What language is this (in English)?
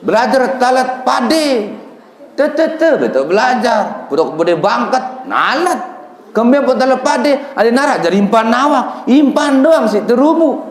Sasak